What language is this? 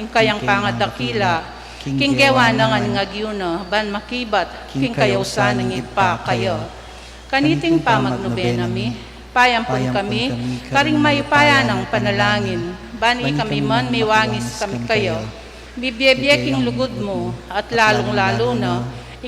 Pampanga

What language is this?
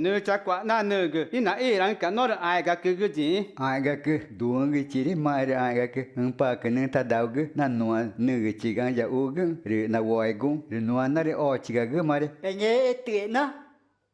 Ticuna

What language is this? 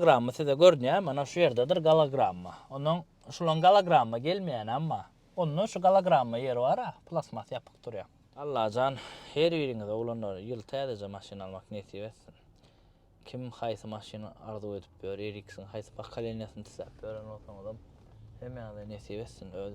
Turkmen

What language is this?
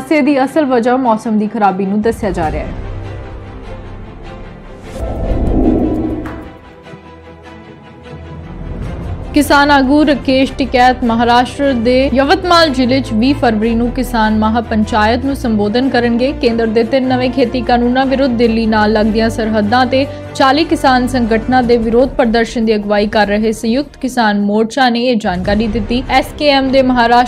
Punjabi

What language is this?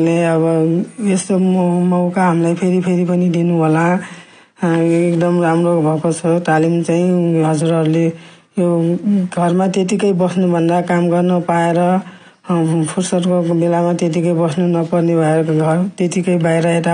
Nepali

